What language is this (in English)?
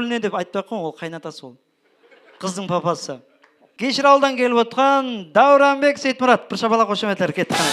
Kara-Kalpak